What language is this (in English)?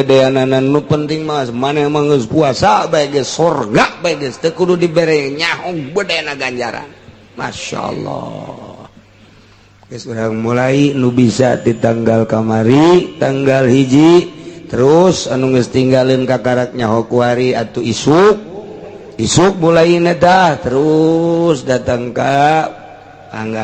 Sundanese